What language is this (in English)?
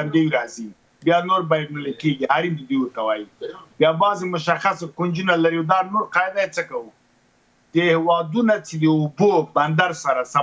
Pashto